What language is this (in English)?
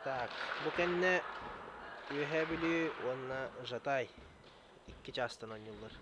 Yakut